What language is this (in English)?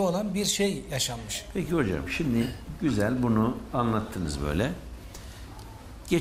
Turkish